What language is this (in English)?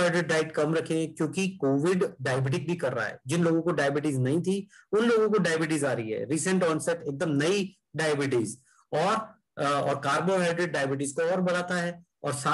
Hindi